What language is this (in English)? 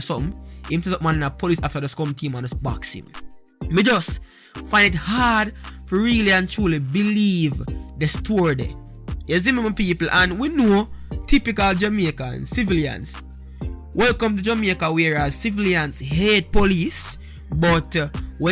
Jamaican Creole English